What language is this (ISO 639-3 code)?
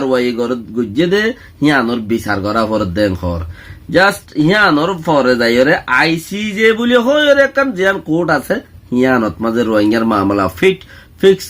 rhg